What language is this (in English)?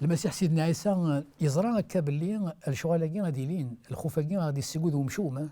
Kabyle